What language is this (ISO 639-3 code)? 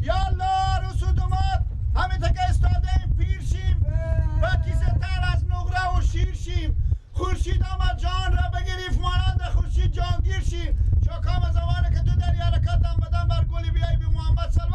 fas